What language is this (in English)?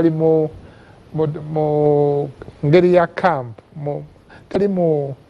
Ganda